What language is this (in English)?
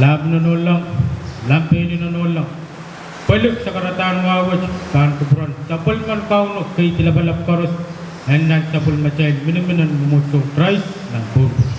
Pohnpeian